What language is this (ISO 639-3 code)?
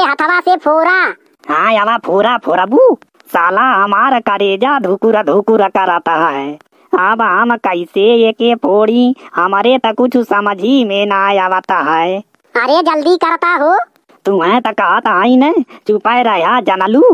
bho